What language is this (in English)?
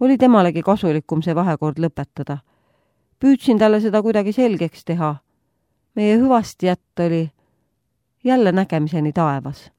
Estonian